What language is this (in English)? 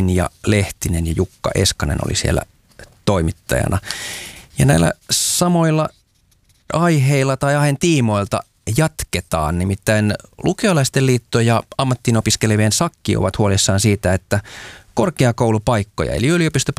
Finnish